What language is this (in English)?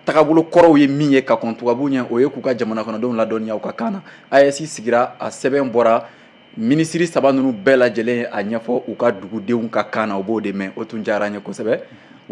Bambara